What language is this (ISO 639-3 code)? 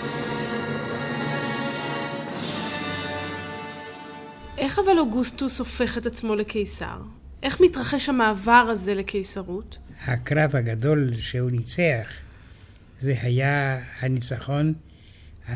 heb